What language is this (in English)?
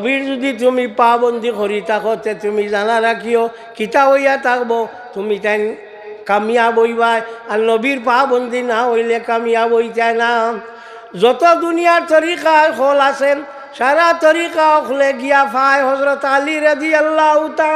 Sylheti